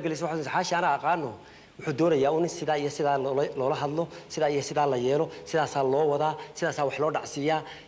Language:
Somali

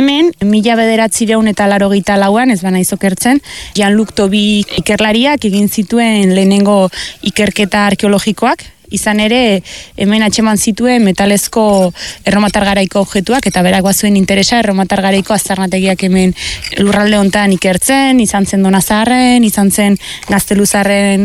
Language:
Basque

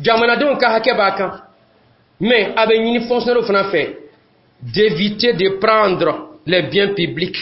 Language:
Dyula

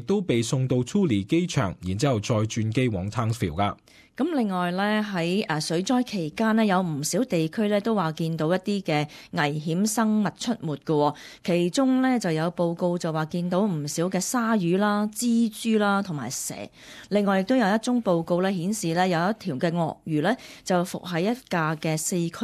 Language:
Cantonese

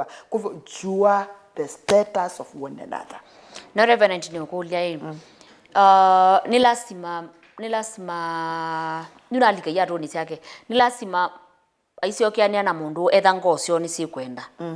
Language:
Kamba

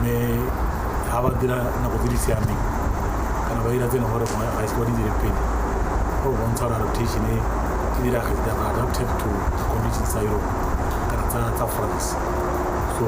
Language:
Tswana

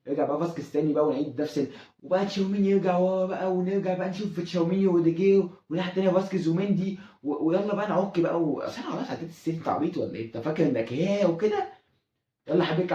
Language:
Egyptian Arabic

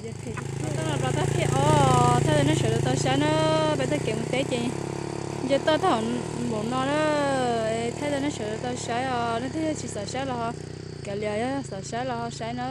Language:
Hmong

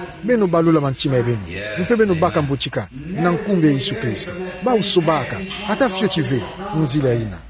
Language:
Kituba (Democratic Republic of Congo)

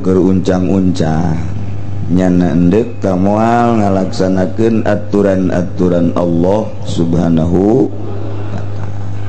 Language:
Sundanese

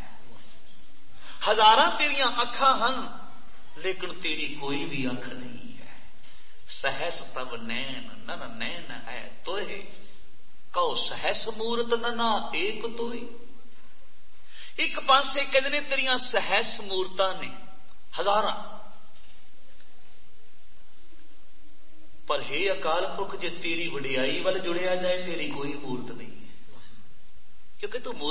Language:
Punjabi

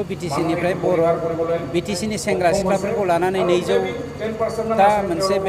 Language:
Bodo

